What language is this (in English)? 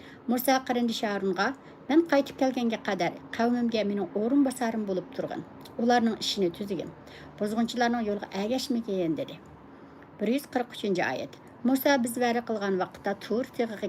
Uyghur